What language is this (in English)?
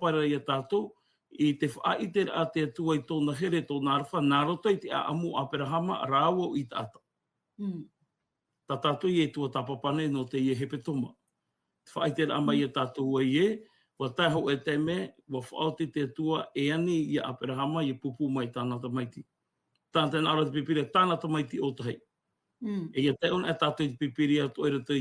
Tahitian